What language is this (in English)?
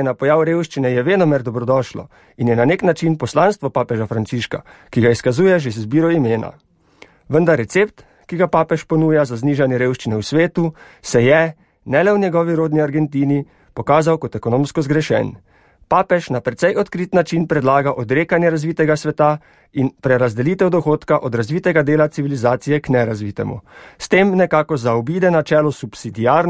Slovenian